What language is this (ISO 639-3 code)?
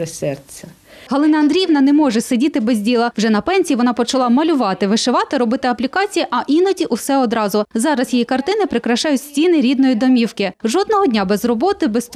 ukr